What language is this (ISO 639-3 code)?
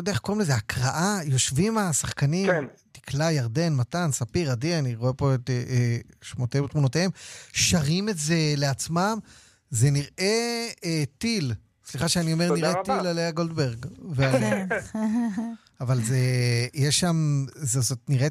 heb